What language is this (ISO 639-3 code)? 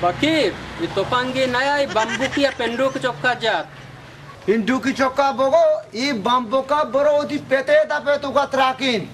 bal